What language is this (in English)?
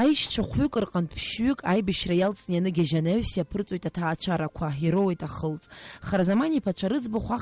Abkhazian